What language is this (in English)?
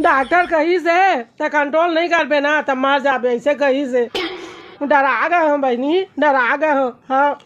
Chhattisgarhi